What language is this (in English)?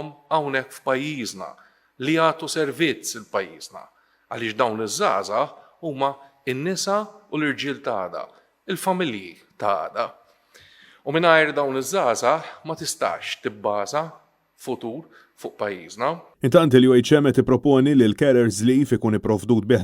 Maltese